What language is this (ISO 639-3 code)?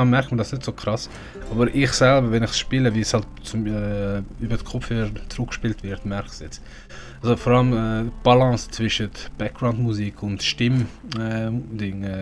gsw